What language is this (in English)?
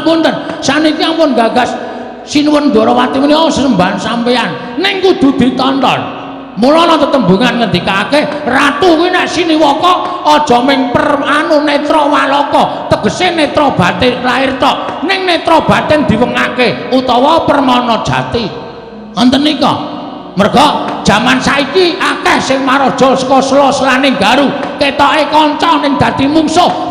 Javanese